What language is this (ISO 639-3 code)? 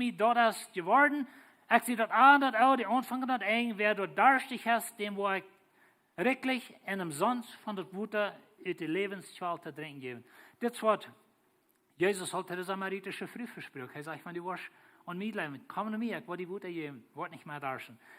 pdt